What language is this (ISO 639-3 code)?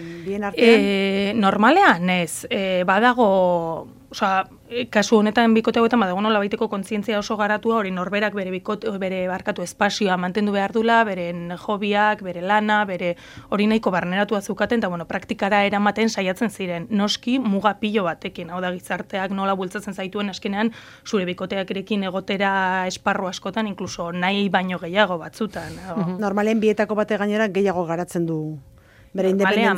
eus